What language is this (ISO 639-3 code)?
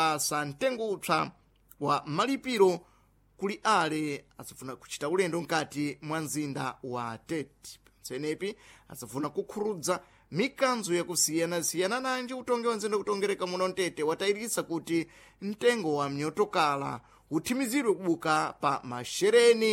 seh